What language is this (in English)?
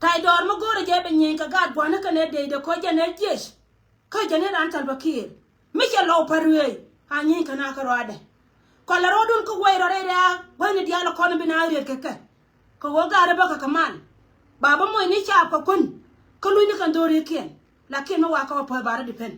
Nuer